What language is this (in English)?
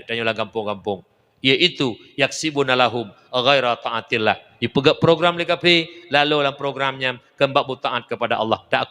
Achinese